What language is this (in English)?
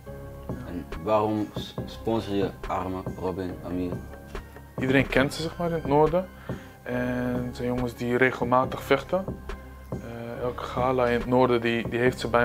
Dutch